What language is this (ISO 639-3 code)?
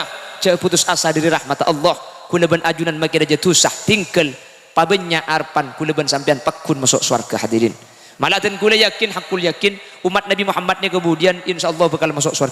mad